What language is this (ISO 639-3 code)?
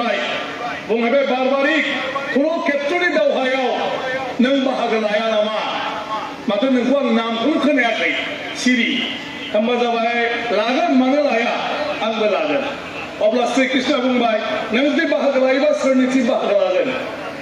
brx